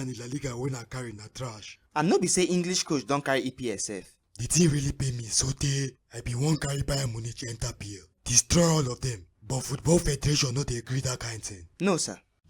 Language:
Nigerian Pidgin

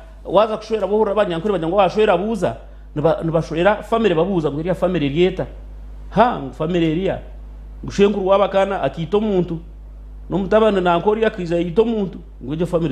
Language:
Nyankole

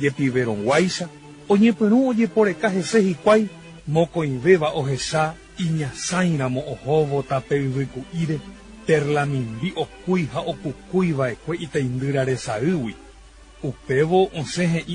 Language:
Guarani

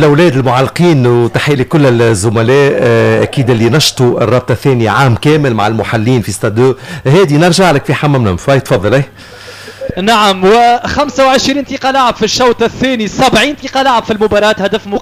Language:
Tunisian Arabic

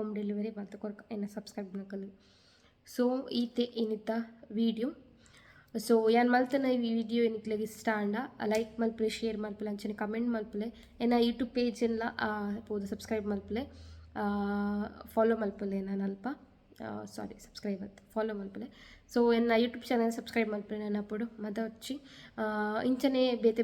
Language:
Tulu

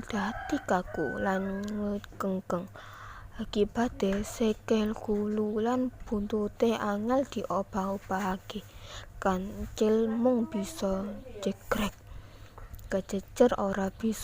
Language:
Javanese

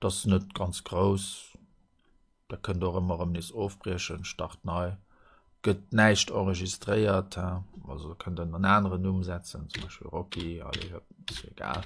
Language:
Luxembourgish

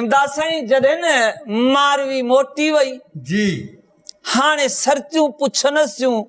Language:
Sindhi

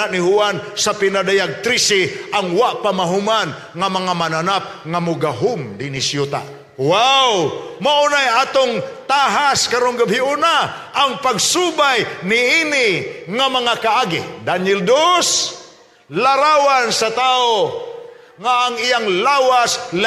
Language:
Cebuano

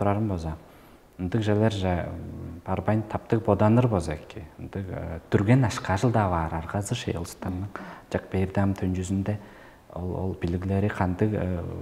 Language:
Tuvinian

